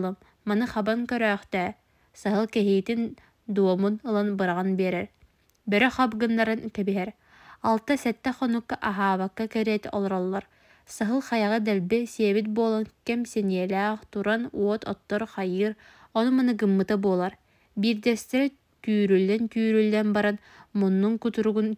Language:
Yakut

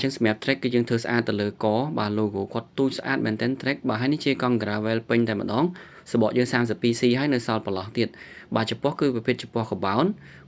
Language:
Khmer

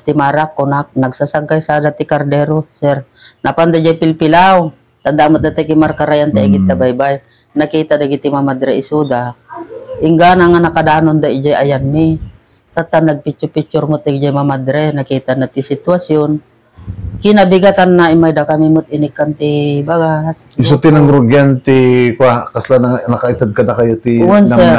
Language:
Iloko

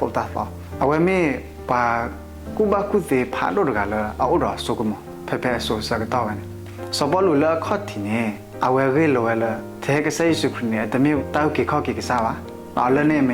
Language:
S'gaw Karen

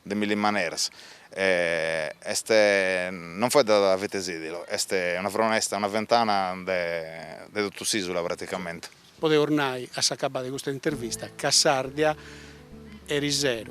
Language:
Sardinian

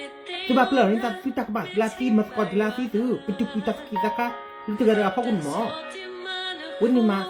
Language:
S'gaw Karen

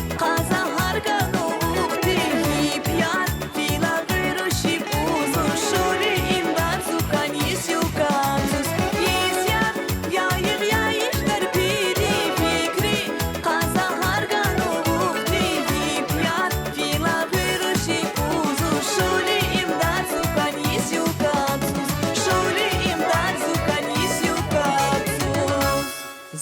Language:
Tabassaran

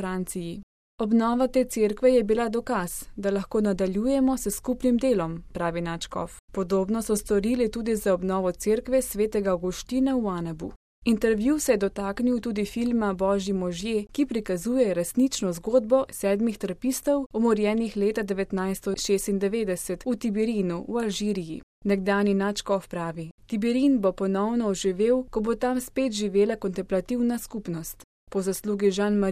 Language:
Slovenian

